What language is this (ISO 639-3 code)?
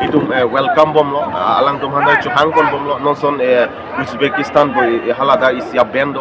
mjw